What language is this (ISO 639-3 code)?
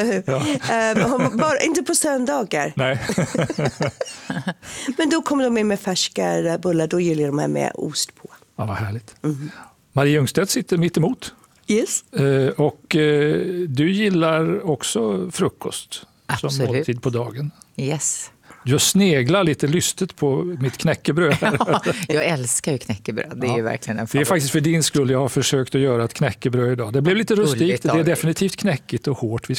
swe